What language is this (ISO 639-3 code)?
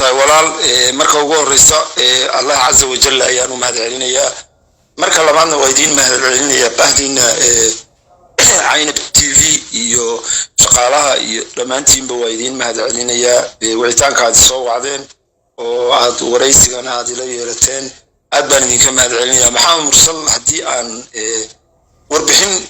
som